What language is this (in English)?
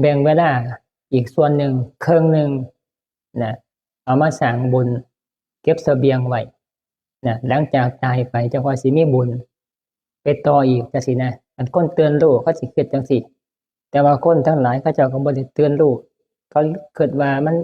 Northeastern Thai